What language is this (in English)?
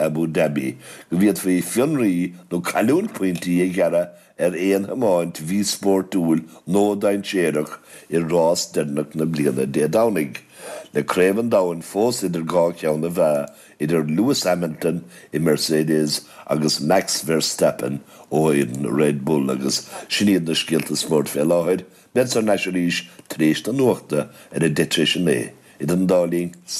Irish